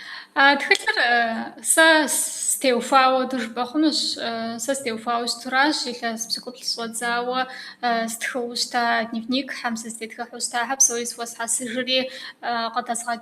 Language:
Kabardian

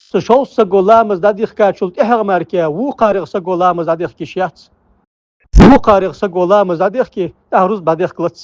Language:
Ingush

